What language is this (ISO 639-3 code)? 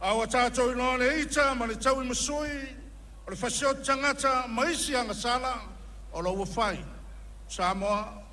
smo